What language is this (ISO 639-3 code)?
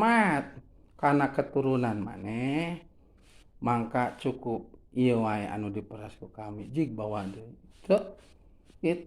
sun